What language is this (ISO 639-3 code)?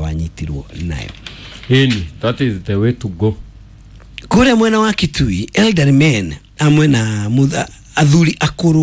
kik